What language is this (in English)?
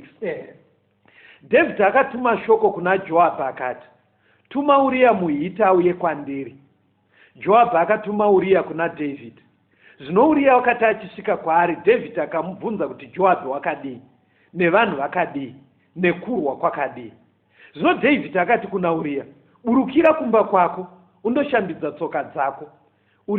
Shona